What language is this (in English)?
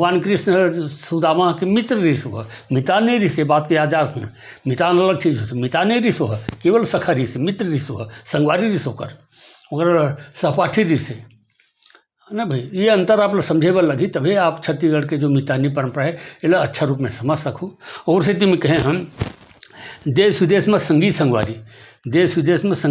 Chhattisgarhi